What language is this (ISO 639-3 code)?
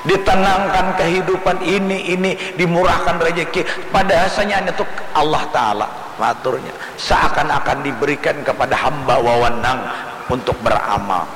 bjn